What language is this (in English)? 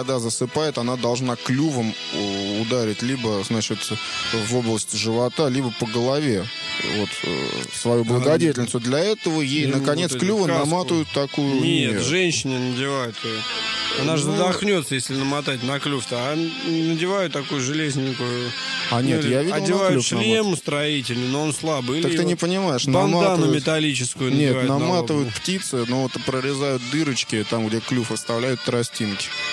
Russian